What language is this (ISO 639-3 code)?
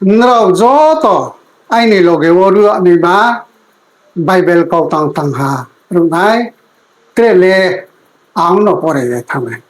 ria